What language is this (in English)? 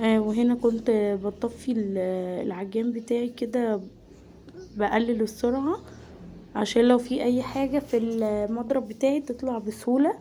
Egyptian Arabic